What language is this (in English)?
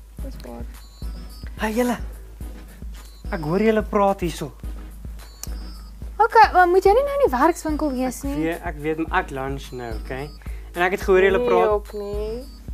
Afrikaans